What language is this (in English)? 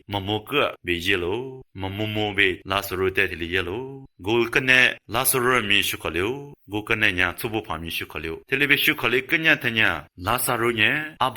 Lisu